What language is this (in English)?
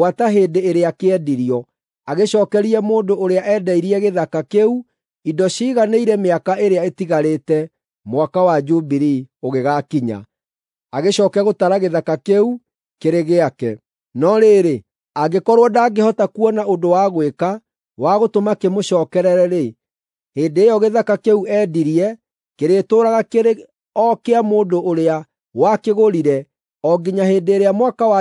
Kikuyu